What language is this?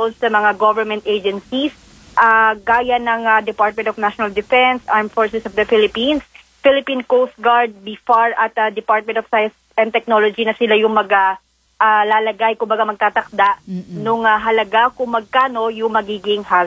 Filipino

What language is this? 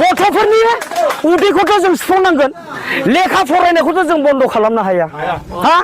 Bodo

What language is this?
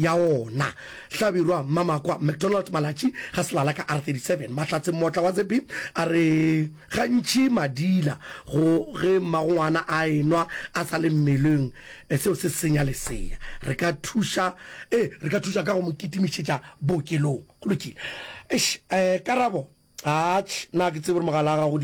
Northern Sotho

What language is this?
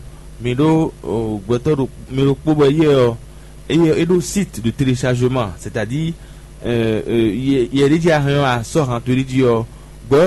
Fon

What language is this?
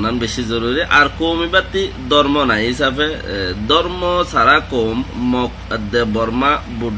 Rohingya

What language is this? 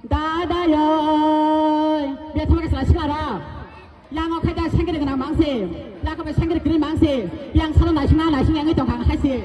Kok Borok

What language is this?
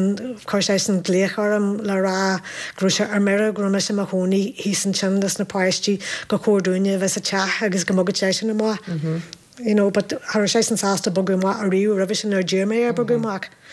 Irish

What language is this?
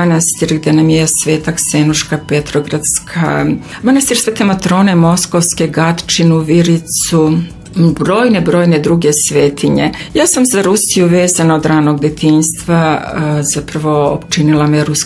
Serbian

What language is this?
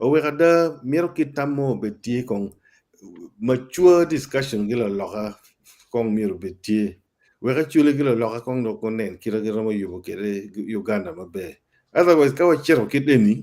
Acoli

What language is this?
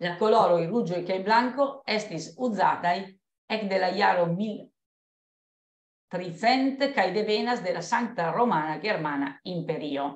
Esperanto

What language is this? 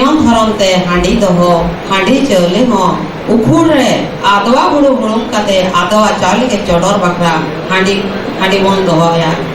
Santali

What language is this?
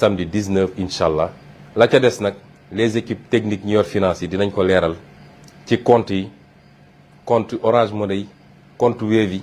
Wolof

